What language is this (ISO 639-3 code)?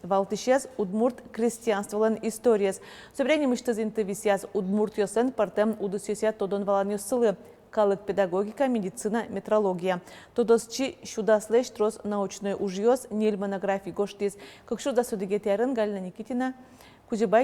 udm